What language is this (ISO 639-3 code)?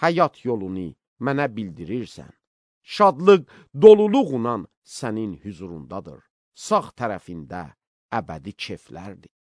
aze